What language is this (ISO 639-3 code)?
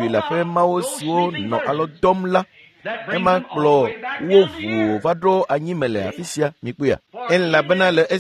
ewe